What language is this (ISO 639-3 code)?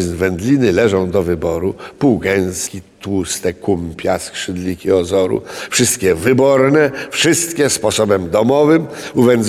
pol